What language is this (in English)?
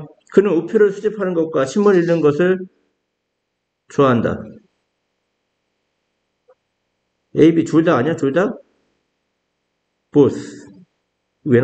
Korean